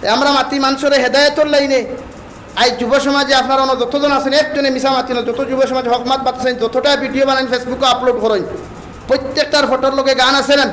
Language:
Sylheti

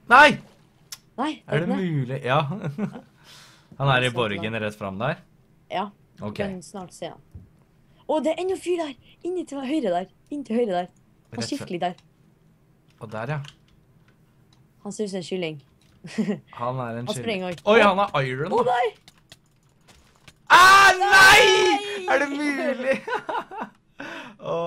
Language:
Norwegian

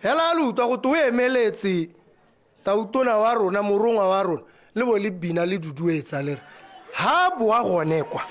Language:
Tswana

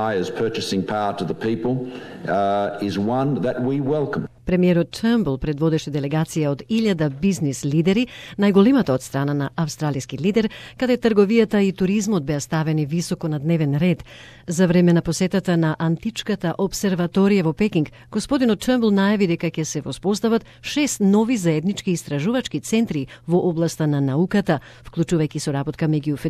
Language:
Macedonian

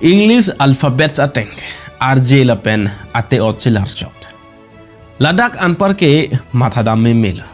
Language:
Karbi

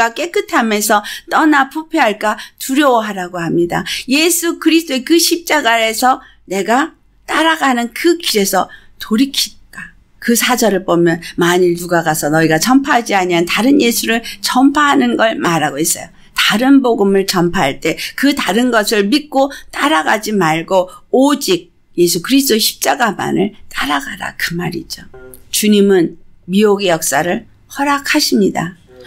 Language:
Korean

